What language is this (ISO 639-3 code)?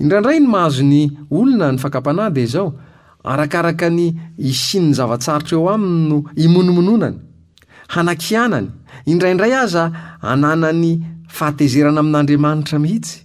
mlg